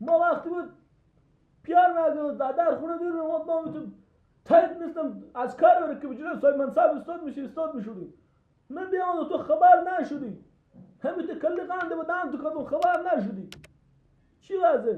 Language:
Persian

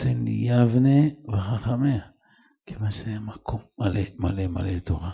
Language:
Hebrew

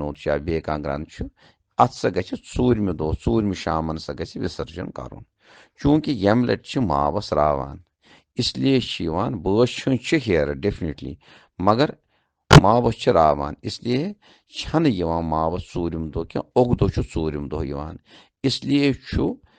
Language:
Kashmiri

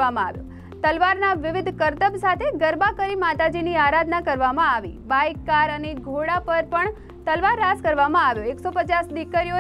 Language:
Gujarati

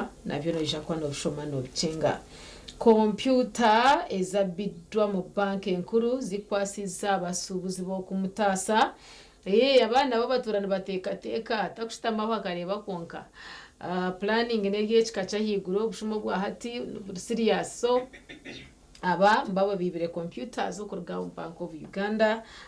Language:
Nyankole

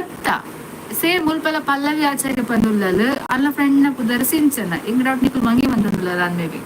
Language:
Tulu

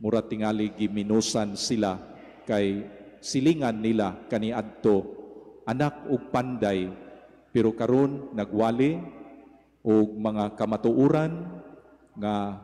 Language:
Cebuano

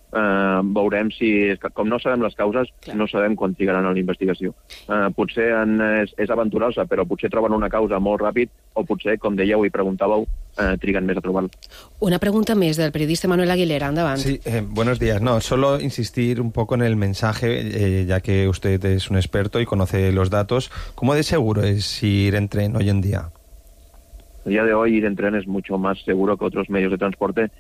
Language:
Catalan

